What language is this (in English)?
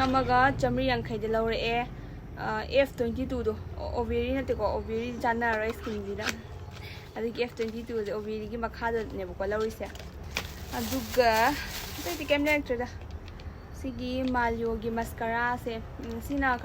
Manipuri